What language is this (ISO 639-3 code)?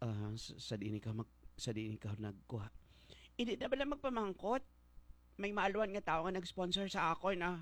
hil